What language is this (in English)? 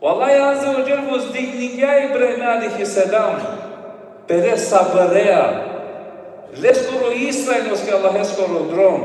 Balkan Romani